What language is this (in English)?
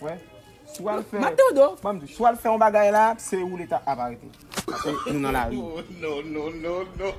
Haitian Creole